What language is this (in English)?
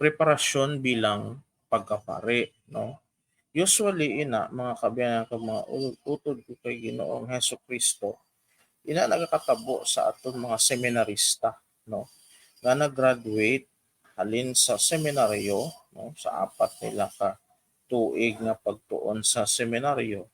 Hiligaynon